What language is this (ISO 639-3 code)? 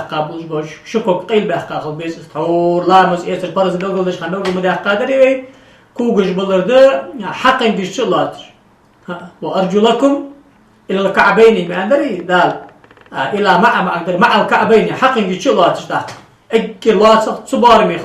inh